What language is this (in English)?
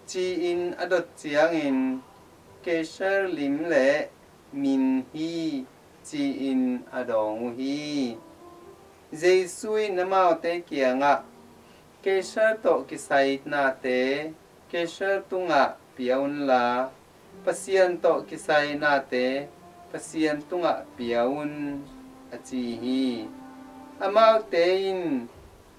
Tedim Chin